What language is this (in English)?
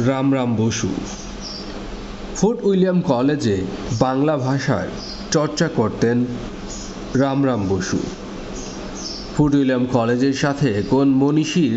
Bangla